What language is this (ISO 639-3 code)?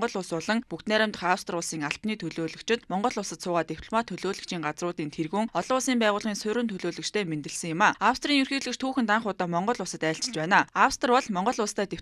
mon